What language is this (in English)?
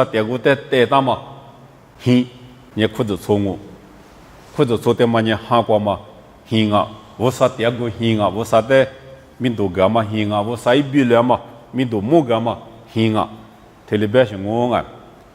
Lisu